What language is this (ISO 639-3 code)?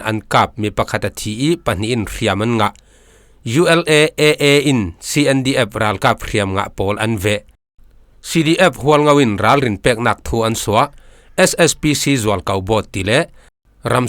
cfm